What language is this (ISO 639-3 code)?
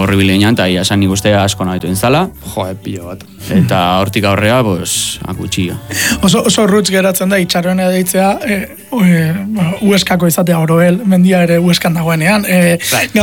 eus